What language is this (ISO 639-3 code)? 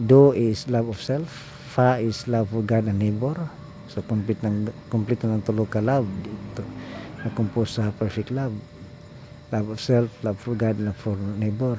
ceb